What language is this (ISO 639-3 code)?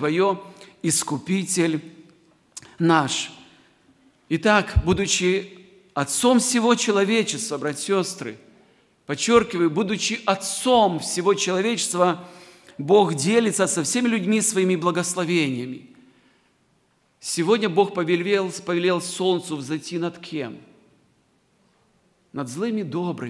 rus